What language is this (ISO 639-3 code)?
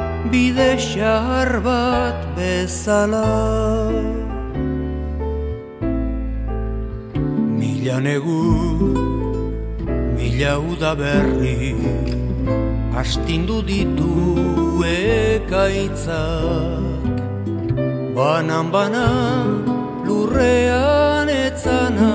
eus